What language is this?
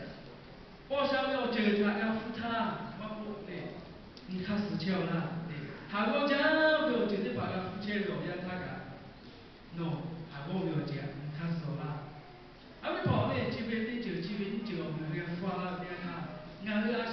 Lahu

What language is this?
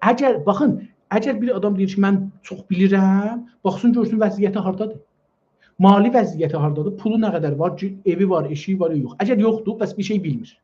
South Azerbaijani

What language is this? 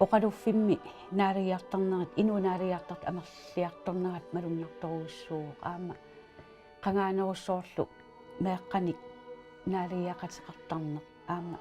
Kalaallisut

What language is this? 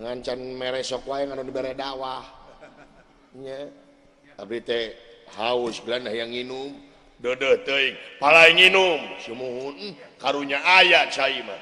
Sundanese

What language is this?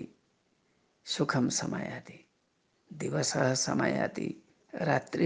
Sanskrit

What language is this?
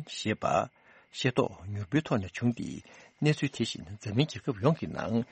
Tibetan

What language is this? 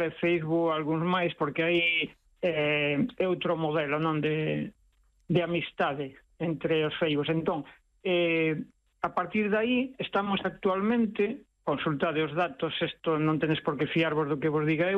Galician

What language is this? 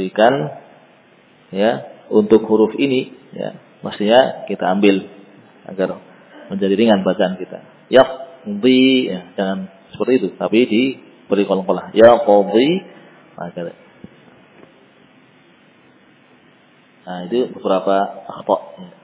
Indonesian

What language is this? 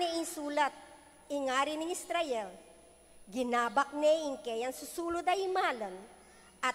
Pampanga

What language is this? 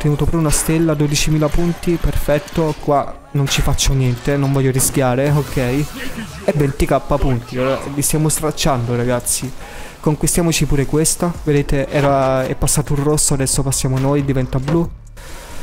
Italian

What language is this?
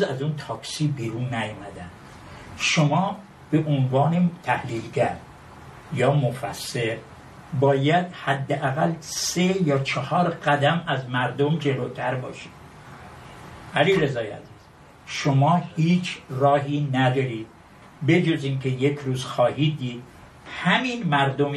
Persian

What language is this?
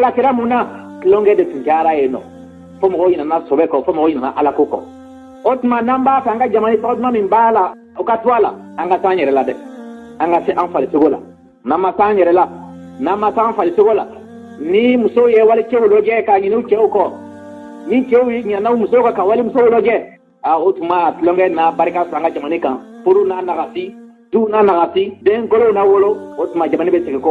Bambara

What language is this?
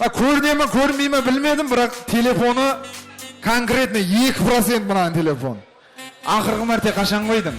Kara-Kalpak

